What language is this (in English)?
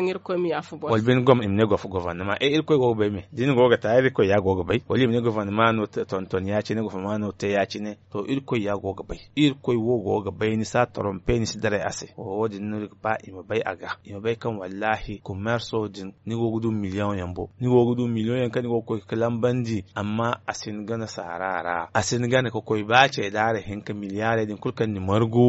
Zarma